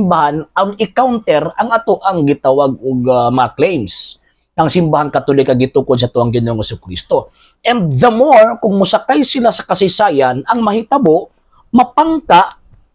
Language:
Cebuano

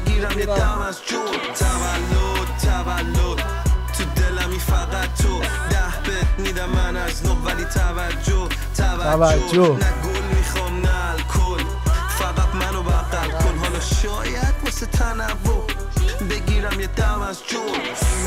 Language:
Persian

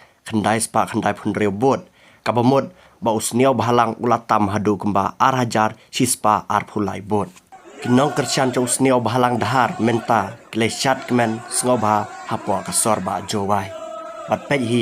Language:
Khasi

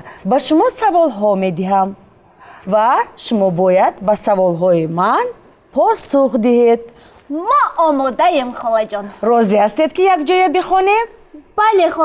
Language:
Tajik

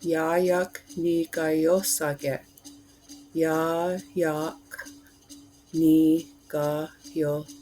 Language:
Mohawk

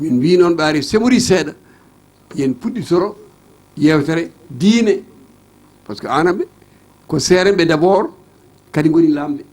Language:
Fula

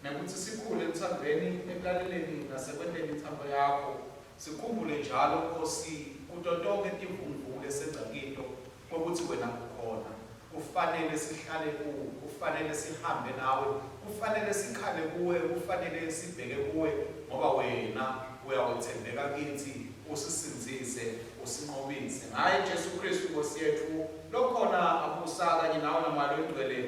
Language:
Swati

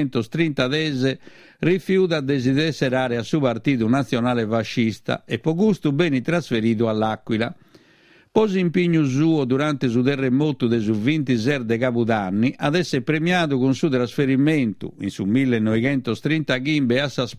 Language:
Sardinian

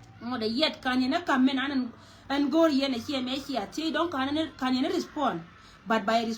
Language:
Nuer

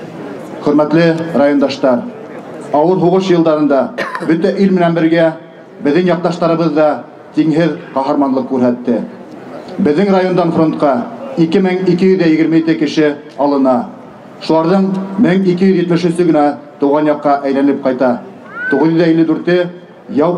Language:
Bashkir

